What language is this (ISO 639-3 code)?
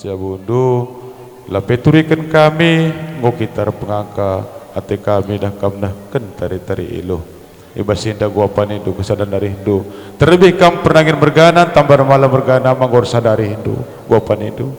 btx